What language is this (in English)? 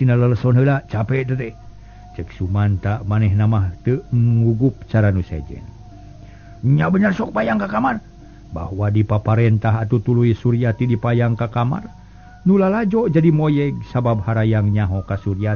Sundanese